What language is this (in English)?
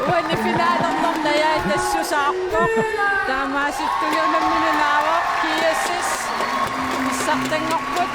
Kalaallisut